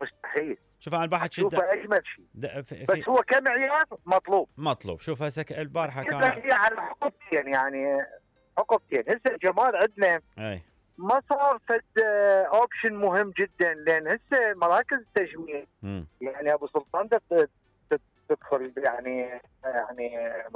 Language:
Mesopotamian Arabic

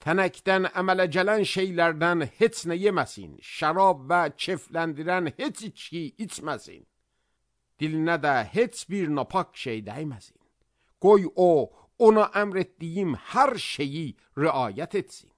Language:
Azerbaijani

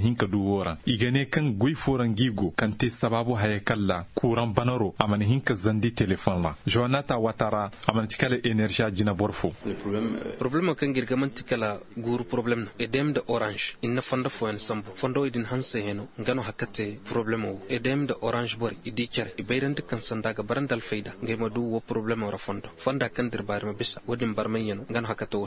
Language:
Zarma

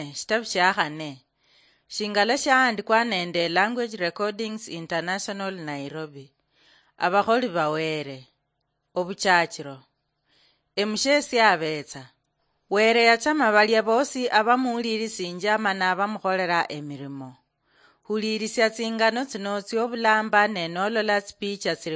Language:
Luyia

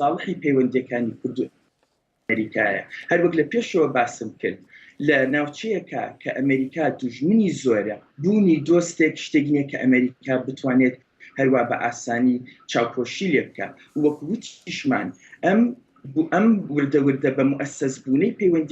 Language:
Central Kurdish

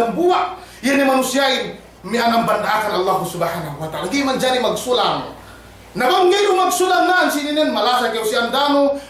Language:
Yakan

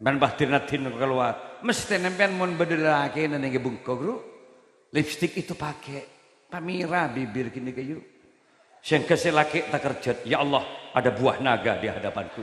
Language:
Madurese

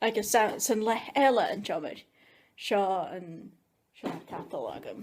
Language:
Scottish Gaelic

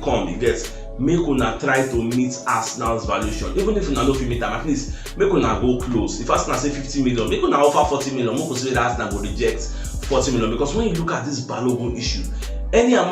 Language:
Nigerian Pidgin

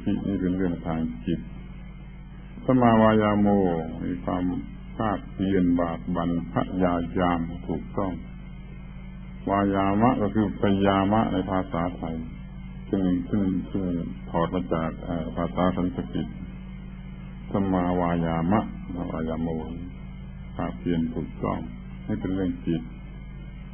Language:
Thai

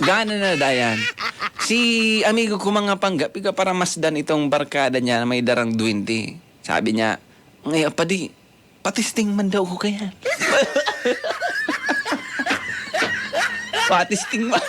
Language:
Bikol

